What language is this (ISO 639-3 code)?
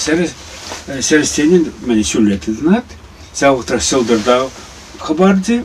chv